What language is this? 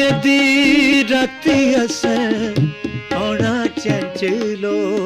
Dogri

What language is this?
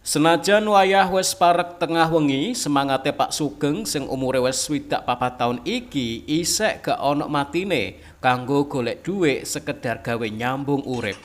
Javanese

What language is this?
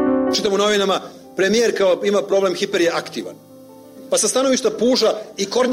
Serbian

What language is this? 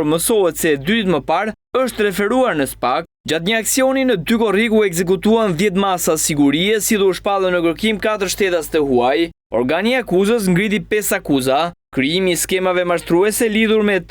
Albanian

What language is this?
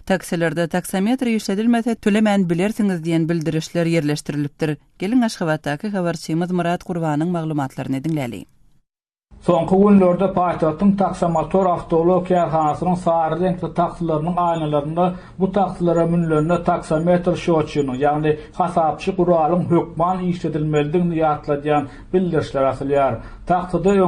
Turkmen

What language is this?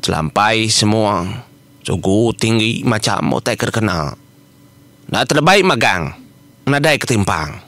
Iban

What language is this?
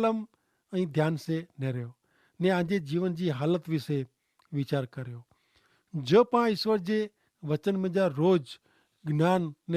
Kachhi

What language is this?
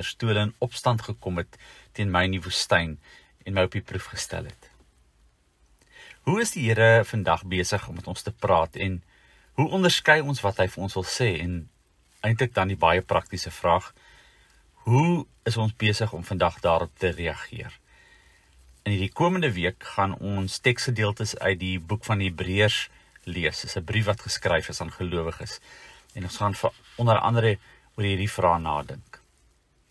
Afrikaans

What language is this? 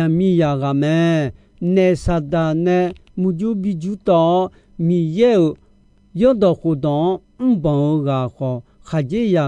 Akha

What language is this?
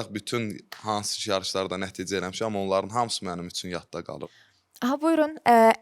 Azerbaijani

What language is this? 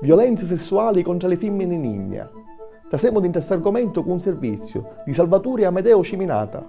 Sicilian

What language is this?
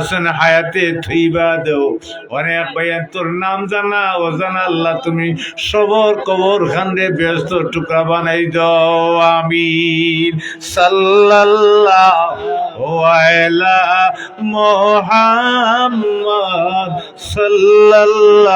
Sylheti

